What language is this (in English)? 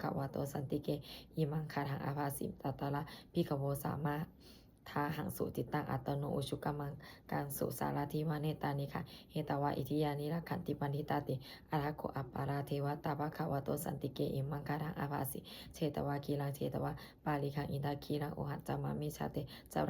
Pali